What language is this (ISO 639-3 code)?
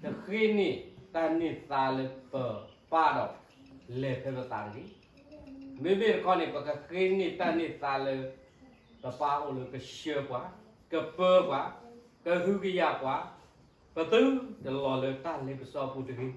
ksw